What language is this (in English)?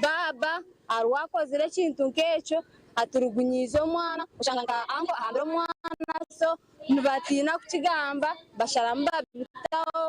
Nyankole